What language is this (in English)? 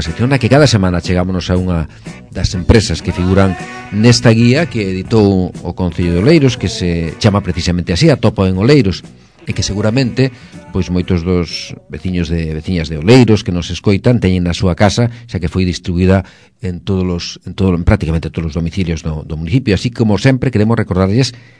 Galician